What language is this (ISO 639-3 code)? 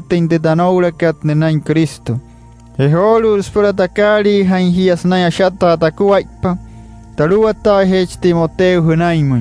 guc